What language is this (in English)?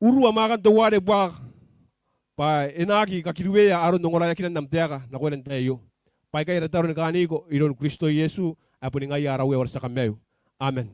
Gilbertese